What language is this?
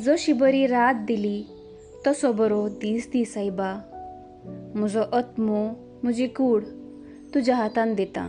Konkani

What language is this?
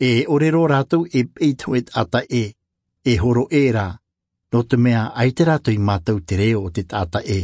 Tahitian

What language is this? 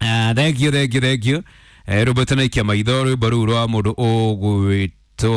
Kikuyu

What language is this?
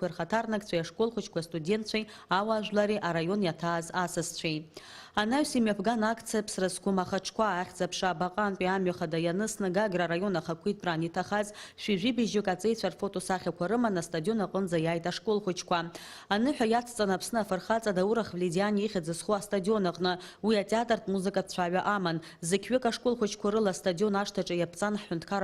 Abkhazian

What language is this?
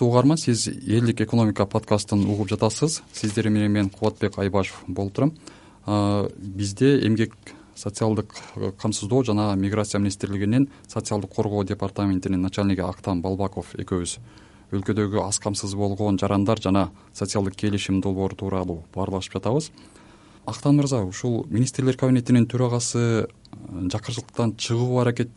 Kyrgyz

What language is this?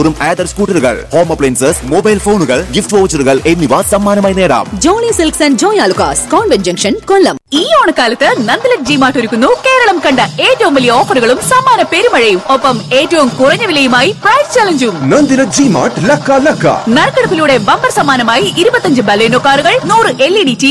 Malayalam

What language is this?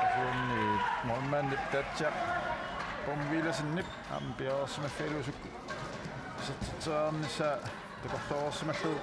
Kalaallisut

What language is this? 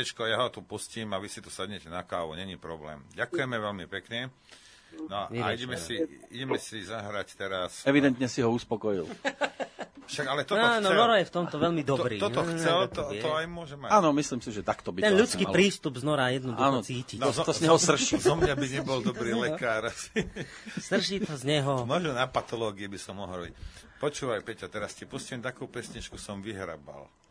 Slovak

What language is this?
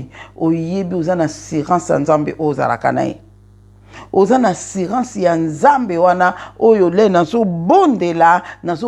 Lingala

